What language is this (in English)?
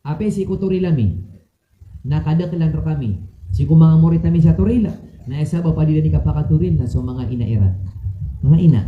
Maranao